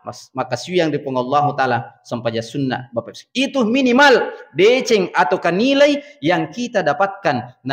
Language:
Buginese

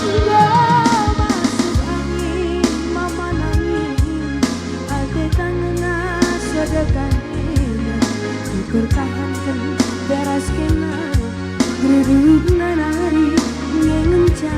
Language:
Batak Karo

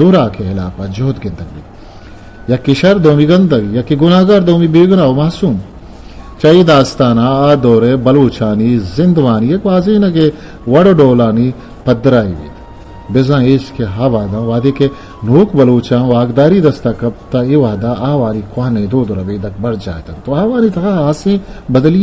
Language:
Eastern Balochi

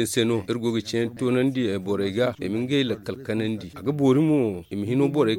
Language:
Zarma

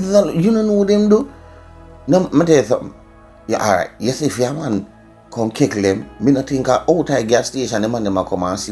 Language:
Jamaican Creole English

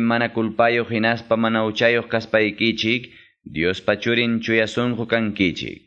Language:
Quechua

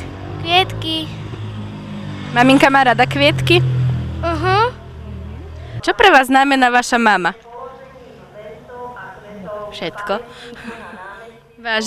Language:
Slovak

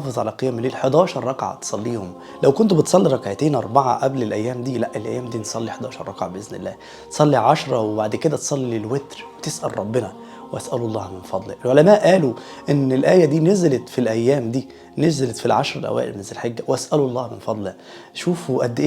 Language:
Egyptian Arabic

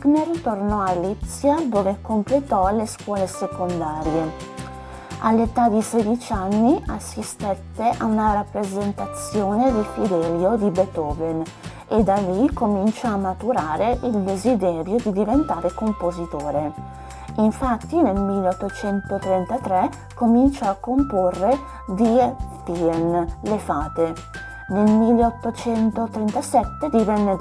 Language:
Italian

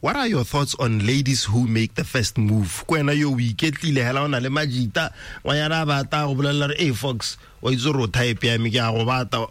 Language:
Tswana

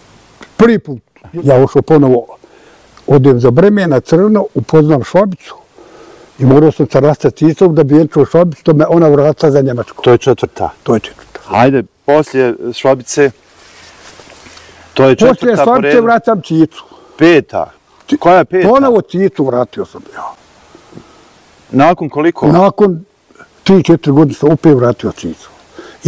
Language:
Bosnian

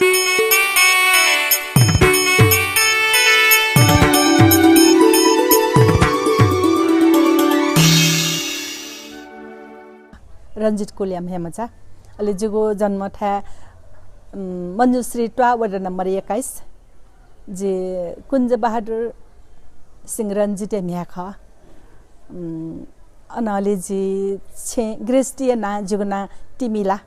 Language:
Newari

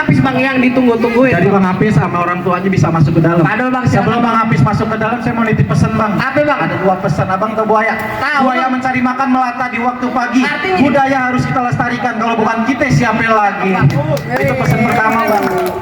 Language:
Betawi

